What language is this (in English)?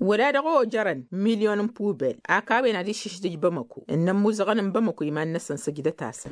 Tamasheq